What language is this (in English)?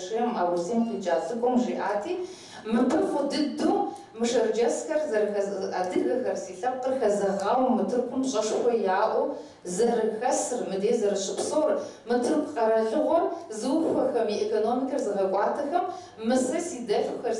Kabardian